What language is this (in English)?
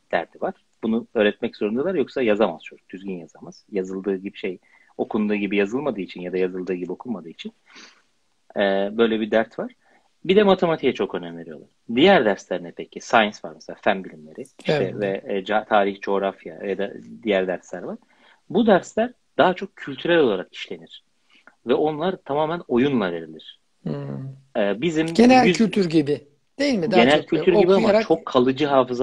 Turkish